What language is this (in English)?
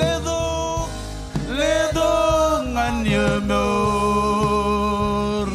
Marshallese